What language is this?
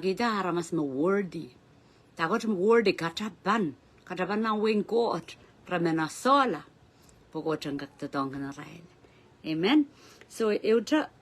Pohnpeian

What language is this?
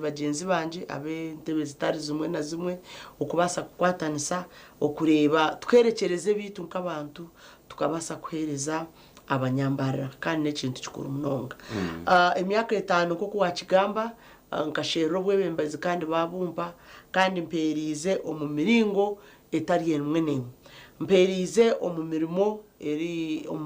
Nyankole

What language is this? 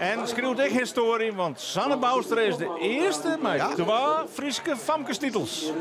Western Frisian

